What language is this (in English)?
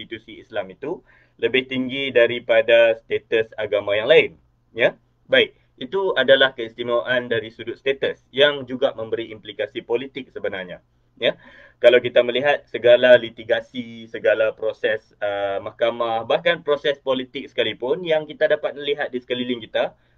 Malay